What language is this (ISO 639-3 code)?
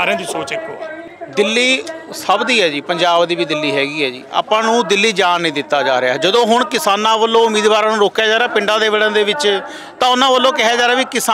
pan